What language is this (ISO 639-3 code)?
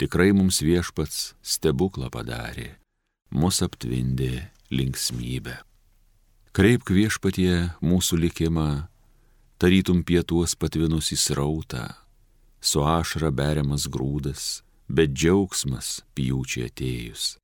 lit